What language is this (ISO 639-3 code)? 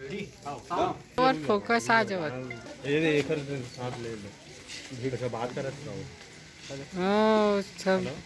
hne